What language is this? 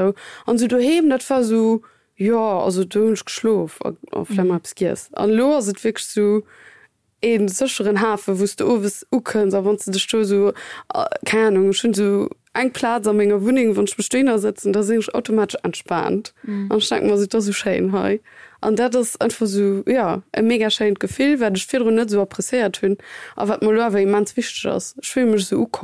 Luxembourgish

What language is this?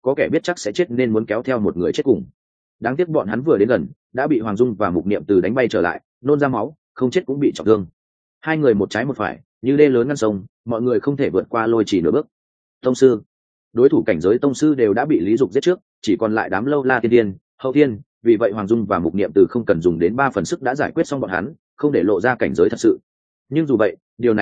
Vietnamese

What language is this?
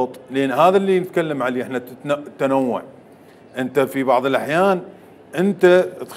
Mesopotamian Arabic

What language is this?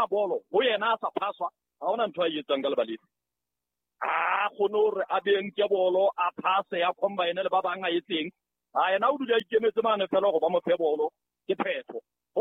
Southern Sotho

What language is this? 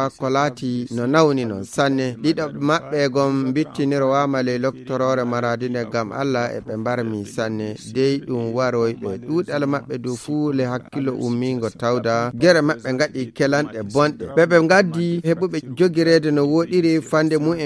Fula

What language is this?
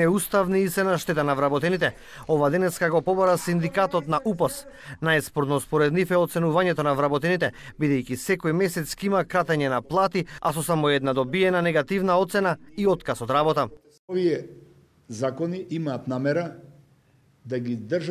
Macedonian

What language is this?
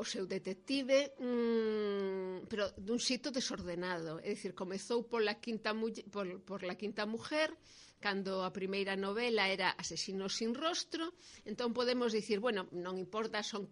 Galician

